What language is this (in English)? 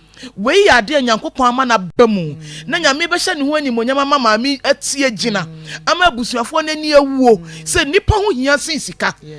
Akan